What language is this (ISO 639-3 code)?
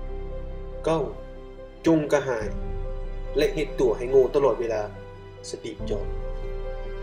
lao